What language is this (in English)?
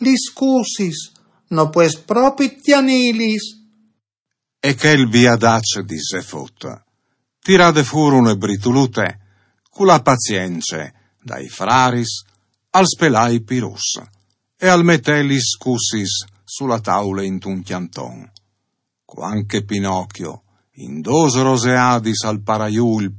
Friulian